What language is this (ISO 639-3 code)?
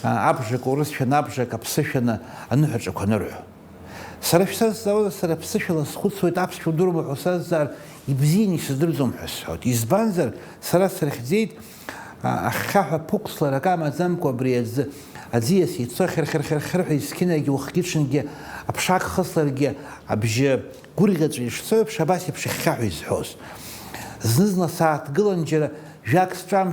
abk